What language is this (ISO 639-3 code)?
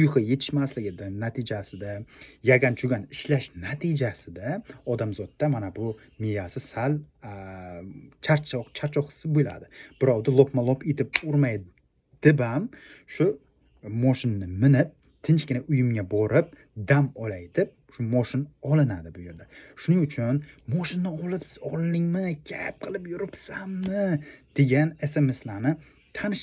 uzb